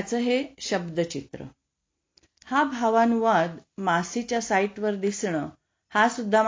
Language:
Marathi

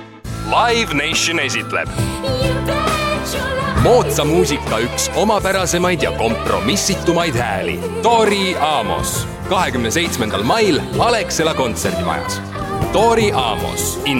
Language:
Estonian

